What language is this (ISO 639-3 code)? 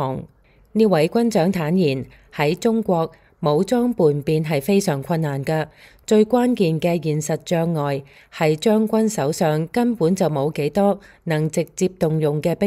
yue